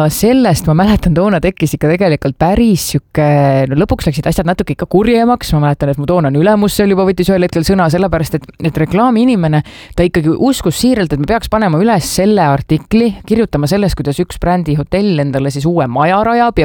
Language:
Estonian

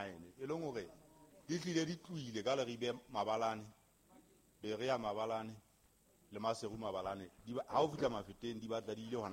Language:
Southern Sotho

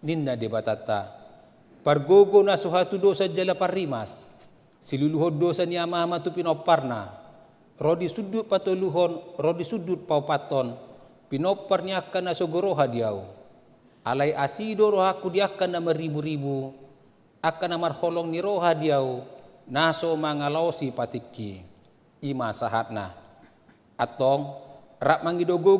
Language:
Batak Toba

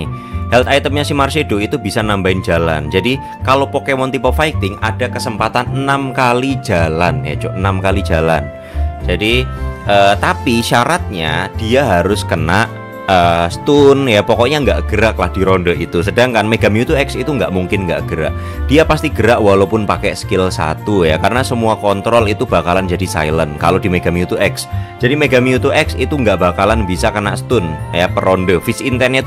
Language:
Indonesian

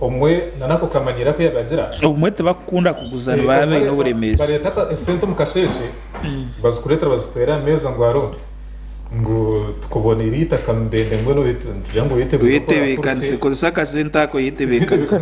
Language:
Nyankole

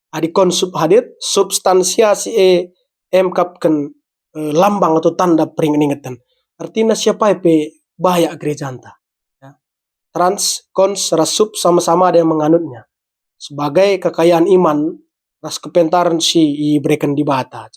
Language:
Batak Karo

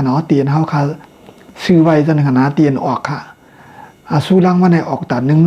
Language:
Shan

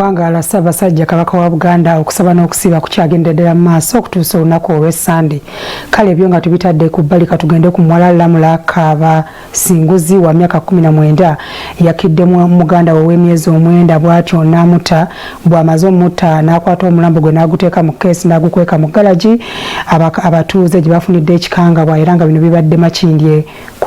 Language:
Ganda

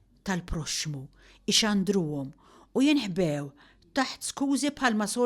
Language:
Maltese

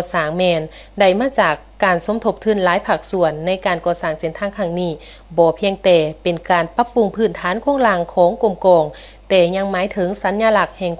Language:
Lao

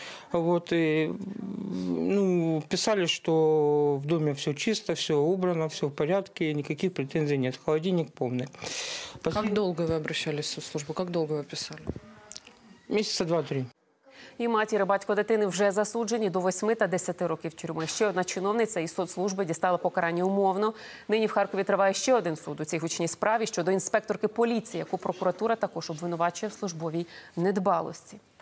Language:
Ukrainian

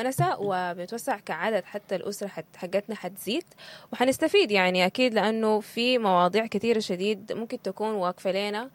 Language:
Sudanese Arabic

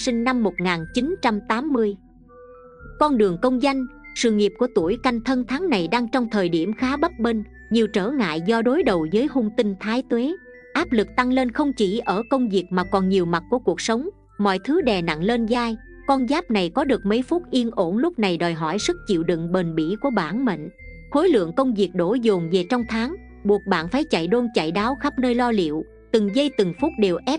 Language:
Vietnamese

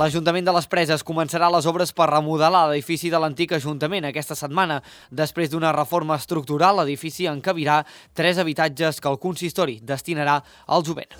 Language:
Catalan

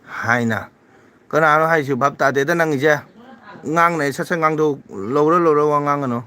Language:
Manipuri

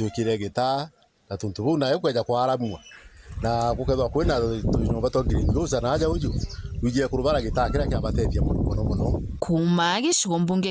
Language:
Meru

